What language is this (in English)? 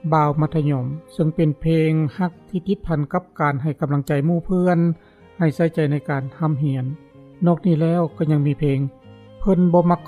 Lao